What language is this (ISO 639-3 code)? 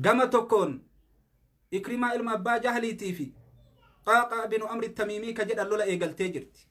orm